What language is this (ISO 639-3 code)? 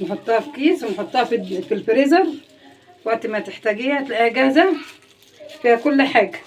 arz